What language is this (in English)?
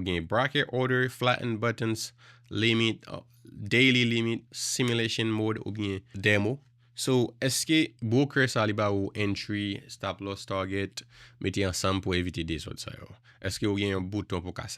Haitian Creole